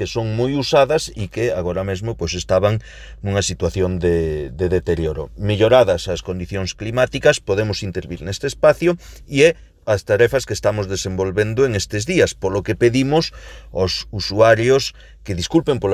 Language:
Galician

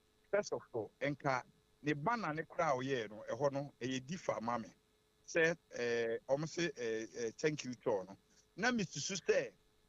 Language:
Akan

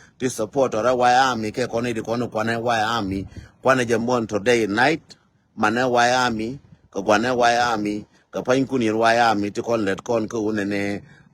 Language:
Nuer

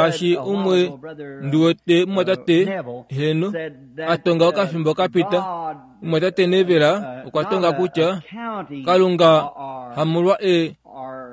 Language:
Kuanyama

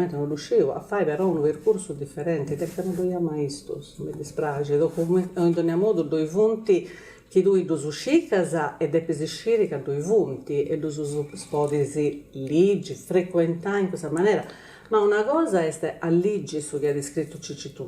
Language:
Sardinian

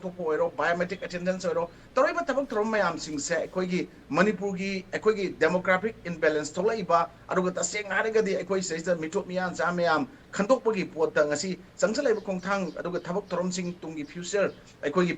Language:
Manipuri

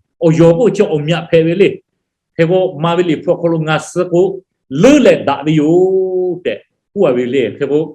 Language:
Lahu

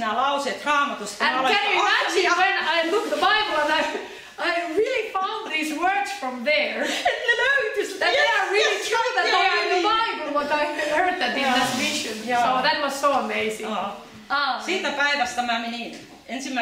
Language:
Finnish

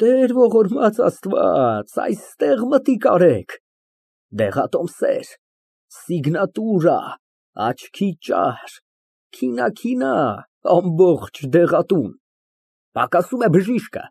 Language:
Armenian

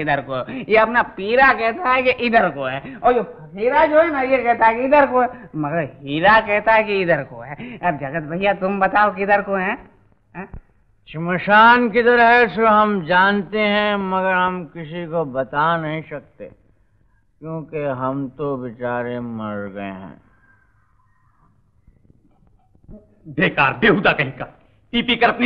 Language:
Hindi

